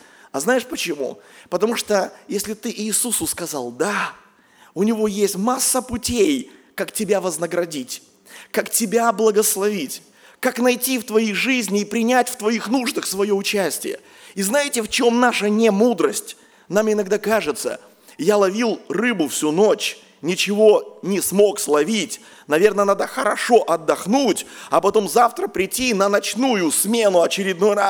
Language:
Russian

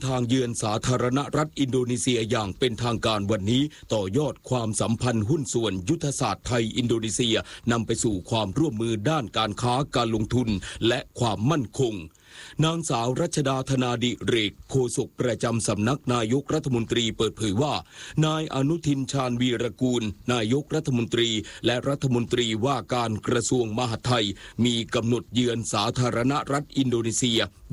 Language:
Thai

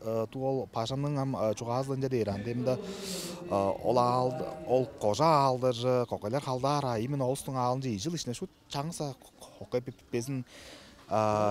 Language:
Tuvinian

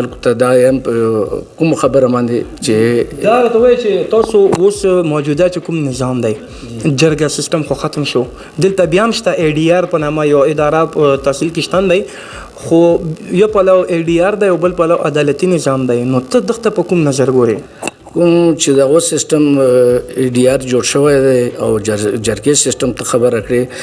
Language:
Pashto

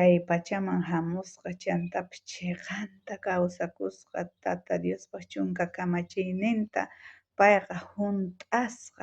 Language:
South Bolivian Quechua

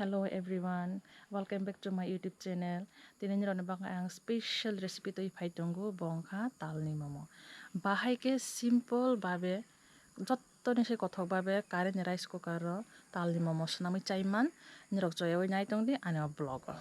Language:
Kok Borok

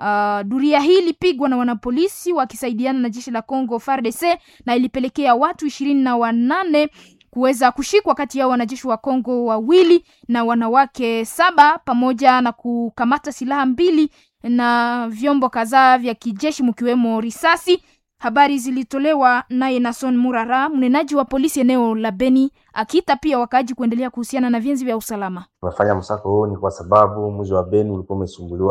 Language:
Swahili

